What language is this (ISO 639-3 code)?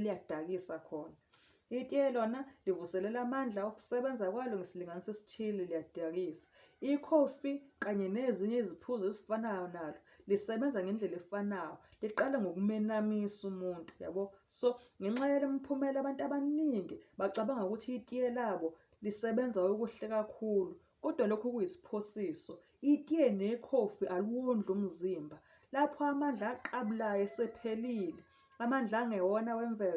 zul